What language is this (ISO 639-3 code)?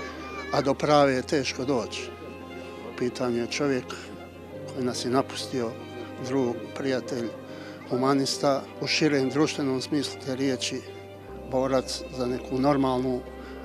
bos